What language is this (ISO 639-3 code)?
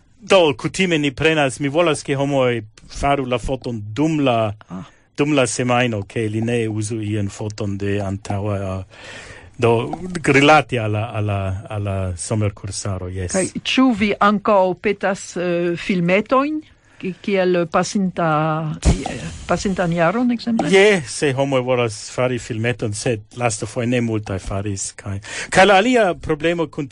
epo